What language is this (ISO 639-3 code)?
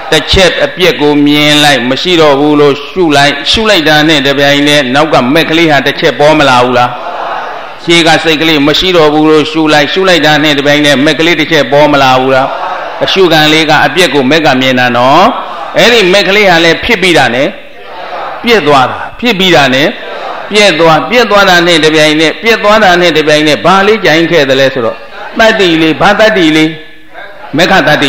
mya